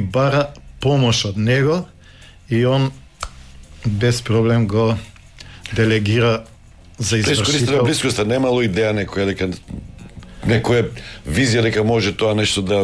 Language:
Macedonian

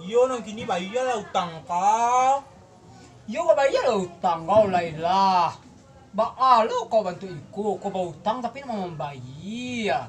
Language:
Minangkabau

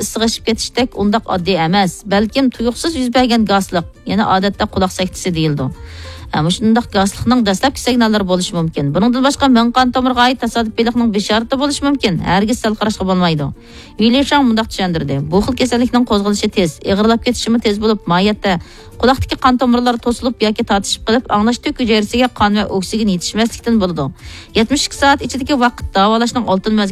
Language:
Uyghur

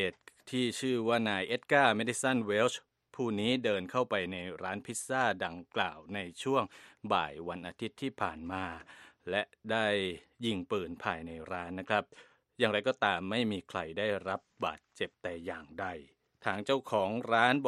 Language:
Thai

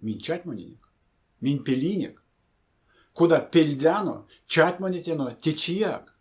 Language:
Erzya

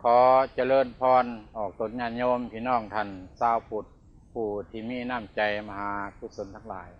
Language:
Lao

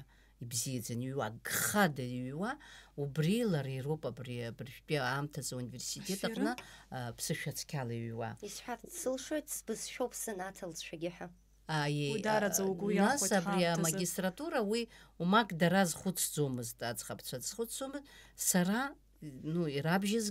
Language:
Abkhazian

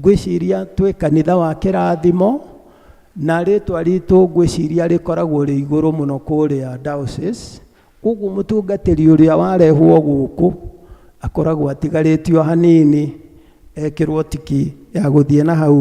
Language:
Kikuyu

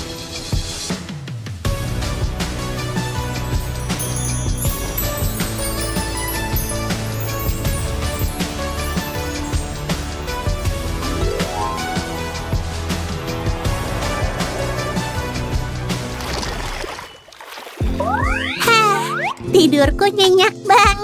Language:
Indonesian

